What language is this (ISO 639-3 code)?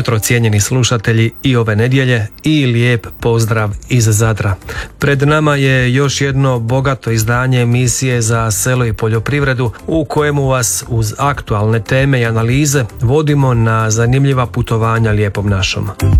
hrv